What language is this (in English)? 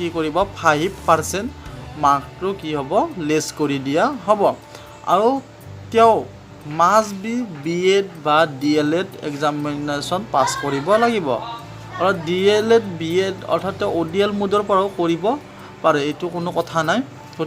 Assamese